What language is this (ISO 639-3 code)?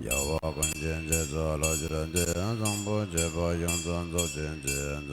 bod